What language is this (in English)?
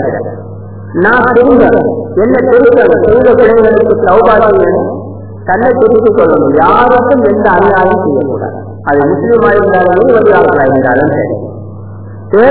Tamil